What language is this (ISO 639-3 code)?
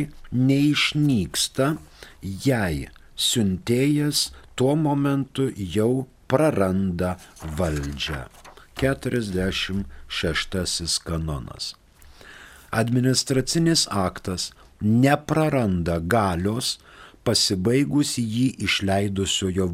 lit